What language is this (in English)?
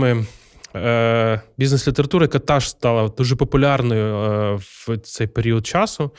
Ukrainian